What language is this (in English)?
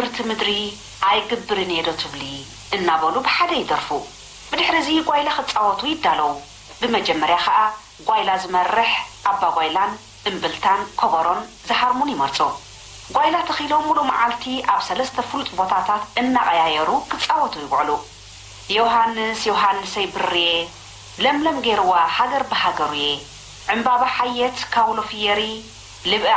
Tigrinya